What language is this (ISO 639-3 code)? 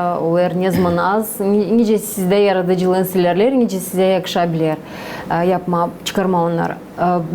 gag